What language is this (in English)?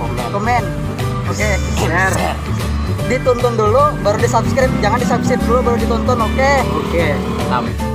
Banjar